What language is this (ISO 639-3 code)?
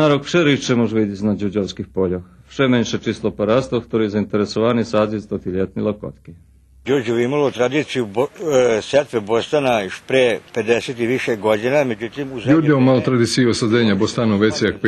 rue